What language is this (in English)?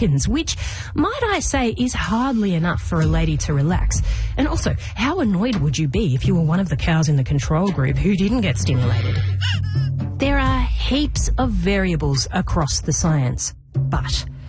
English